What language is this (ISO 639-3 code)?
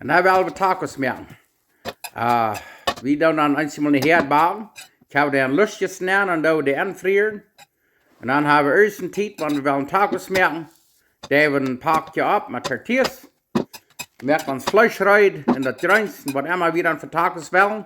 pdt